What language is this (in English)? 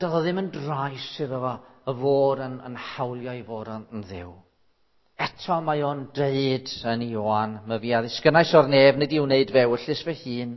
Welsh